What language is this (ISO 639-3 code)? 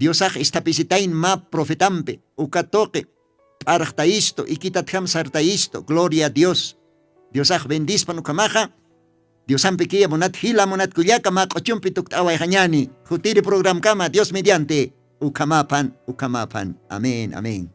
aym